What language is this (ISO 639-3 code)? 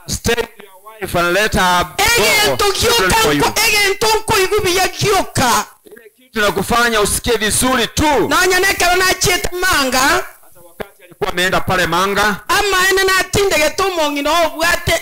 guz